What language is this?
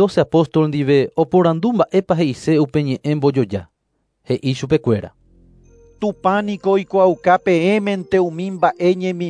Guarani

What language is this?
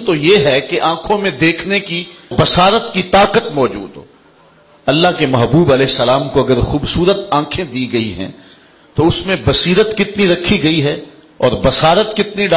Urdu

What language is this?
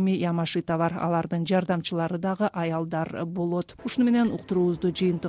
Kyrgyz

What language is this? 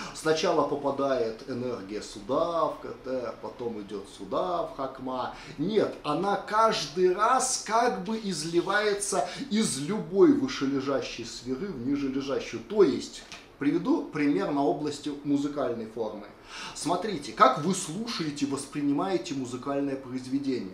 Russian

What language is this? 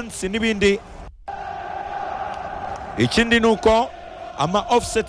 Kinyarwanda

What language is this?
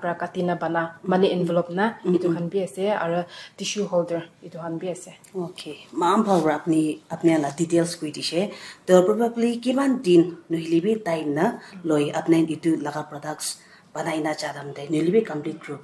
Naga Pidgin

